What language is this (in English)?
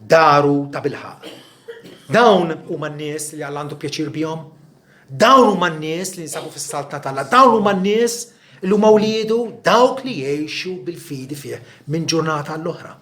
Maltese